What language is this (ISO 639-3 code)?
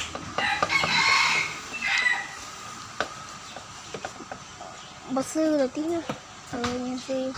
lao